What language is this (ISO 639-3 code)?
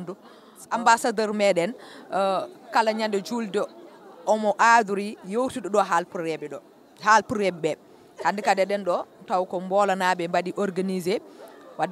ful